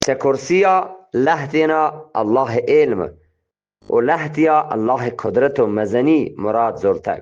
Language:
Eastern Balochi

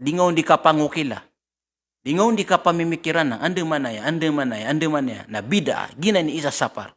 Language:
Maranao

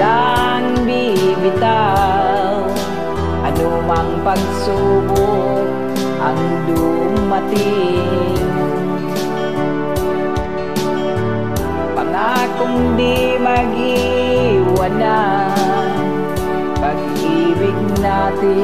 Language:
Filipino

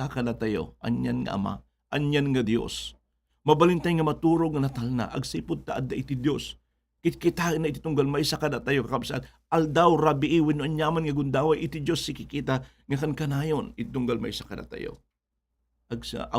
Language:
Iloko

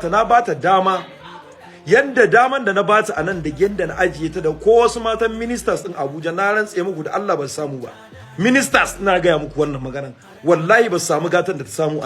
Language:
Hausa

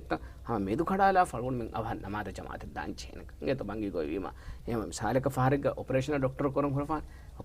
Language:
Divehi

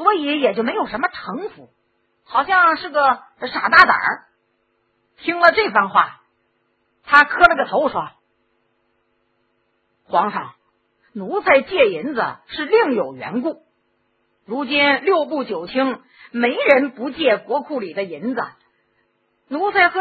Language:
Chinese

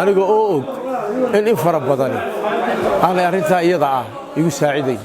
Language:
Somali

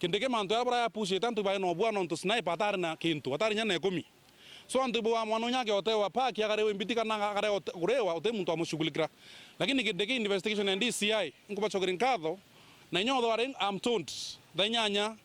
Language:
Meru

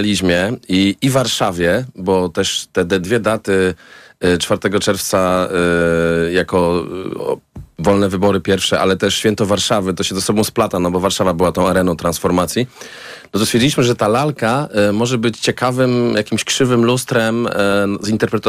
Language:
Polish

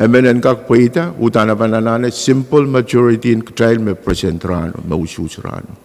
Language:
Pohnpeian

